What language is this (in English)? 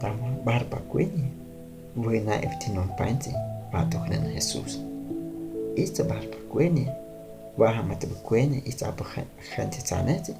Guahibo